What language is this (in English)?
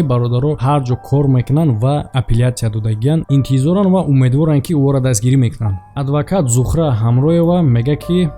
Tajik